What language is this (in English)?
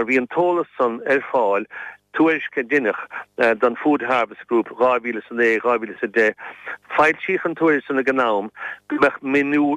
Irish